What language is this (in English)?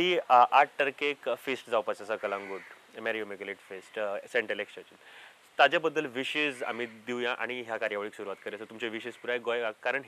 Konkani